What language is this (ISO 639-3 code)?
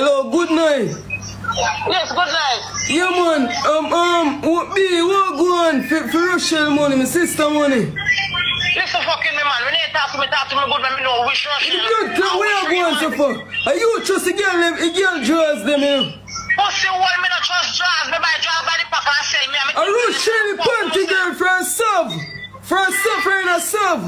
jam